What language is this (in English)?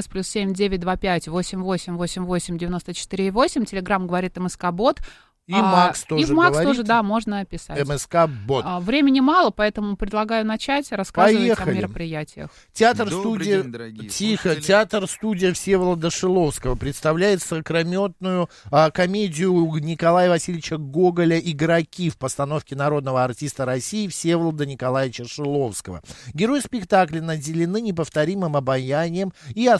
Russian